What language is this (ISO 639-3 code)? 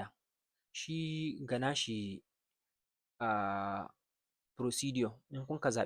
hau